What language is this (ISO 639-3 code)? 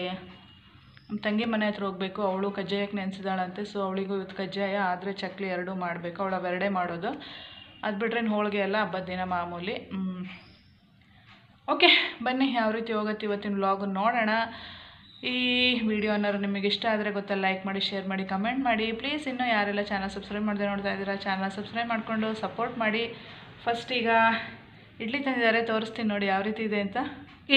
kan